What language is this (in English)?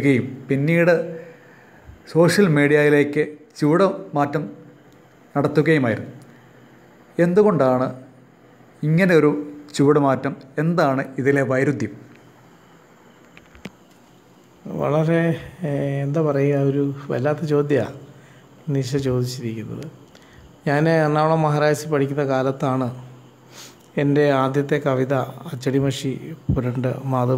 Malayalam